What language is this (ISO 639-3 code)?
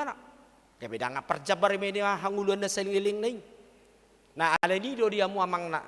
bbc